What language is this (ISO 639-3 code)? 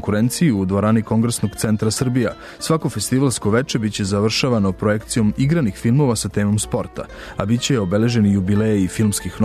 srp